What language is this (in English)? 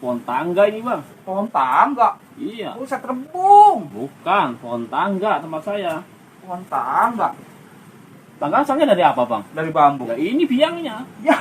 Betawi